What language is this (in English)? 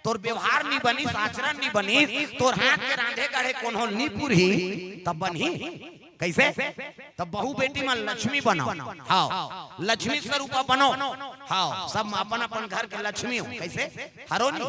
Chhattisgarhi